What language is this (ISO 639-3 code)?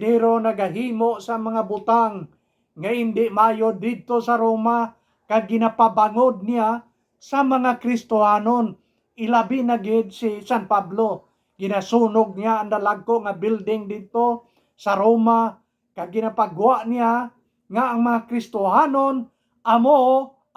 hil